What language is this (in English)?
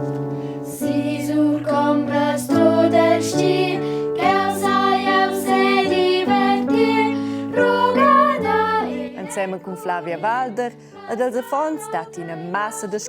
Romansh